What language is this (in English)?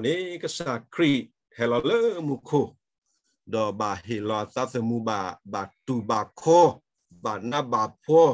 S'gaw Karen